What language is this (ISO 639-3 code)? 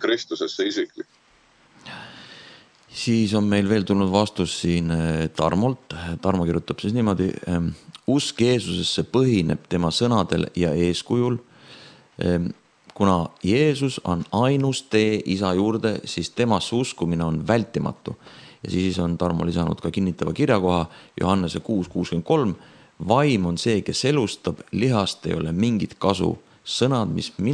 est